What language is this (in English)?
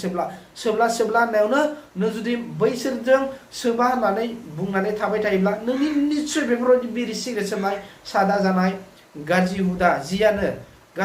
Bodo